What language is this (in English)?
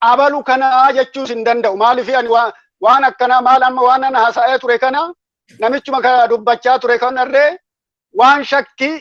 Oromo